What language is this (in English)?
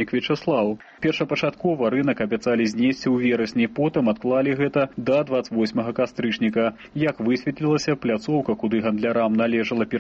Belarusian